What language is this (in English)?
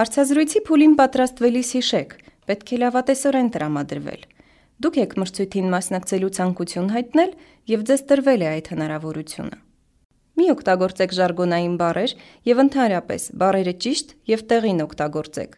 Armenian